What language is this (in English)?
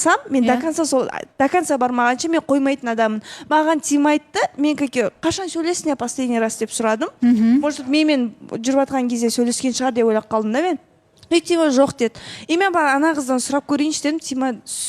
Kazakh